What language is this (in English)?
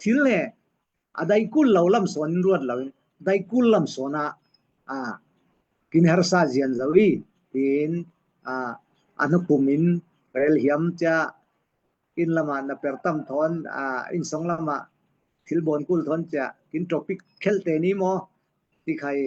Falam Chin